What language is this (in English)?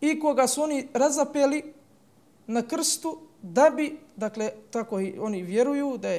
Bosnian